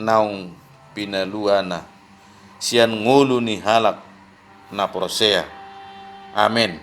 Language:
Batak Toba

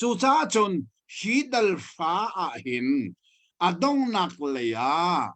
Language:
Hakha Chin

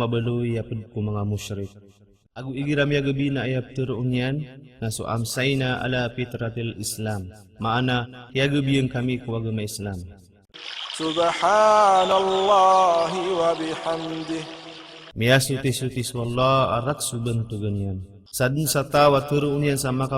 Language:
Maranao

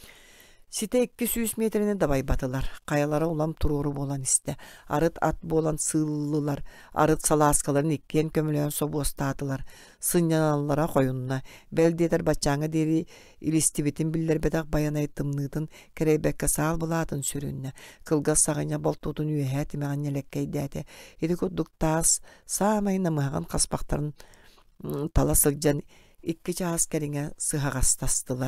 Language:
Yakut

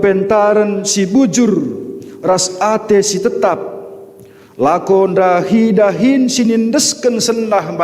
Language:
Batak Karo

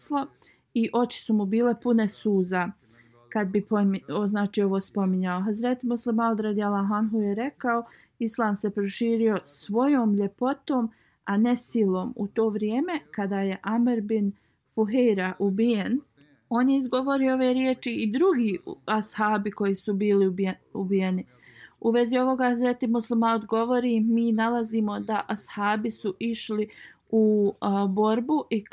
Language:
Bosnian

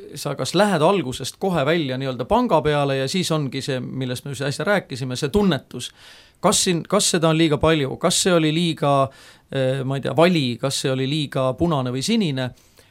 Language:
Estonian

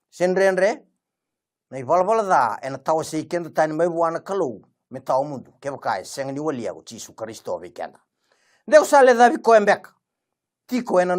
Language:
Fijian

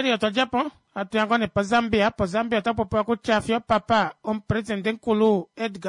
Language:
Kuanyama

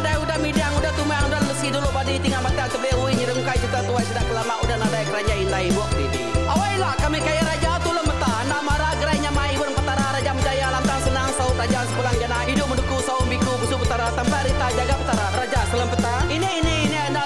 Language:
Iban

